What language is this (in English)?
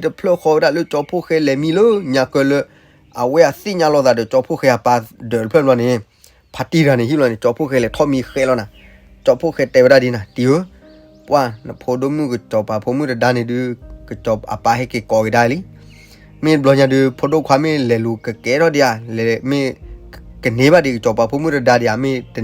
S'gaw Karen